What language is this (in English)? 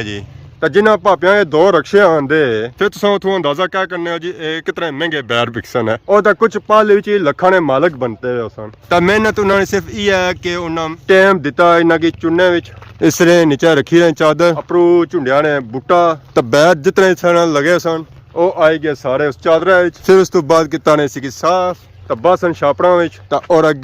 Pahari-Potwari